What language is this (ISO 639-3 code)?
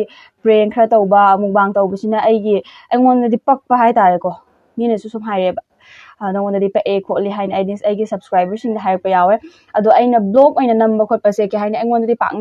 mni